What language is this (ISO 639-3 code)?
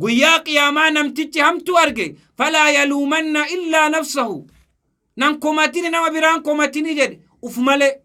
orm